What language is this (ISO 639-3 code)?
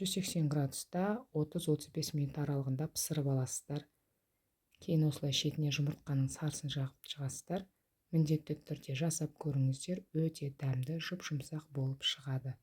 kaz